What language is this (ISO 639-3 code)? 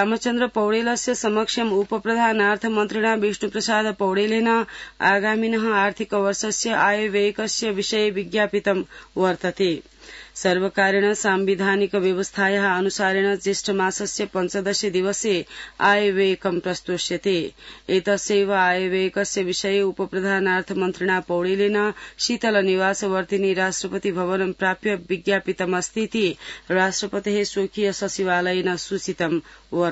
san